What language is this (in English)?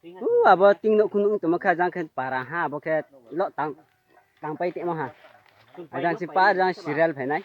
Riang (India)